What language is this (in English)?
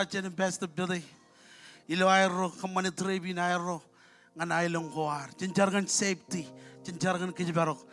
Marshallese